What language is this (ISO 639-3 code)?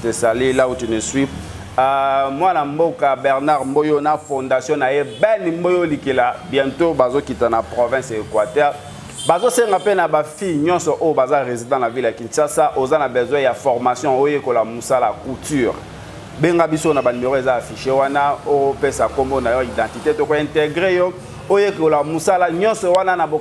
lin